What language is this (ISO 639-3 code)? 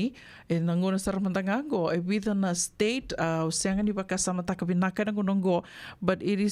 fij